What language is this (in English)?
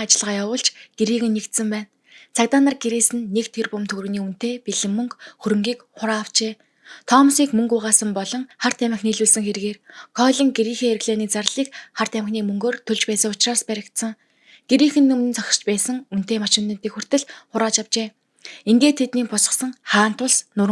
Mongolian